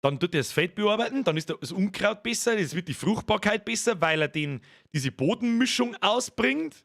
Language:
Bavarian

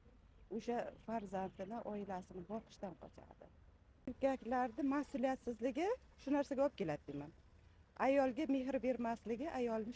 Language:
Uzbek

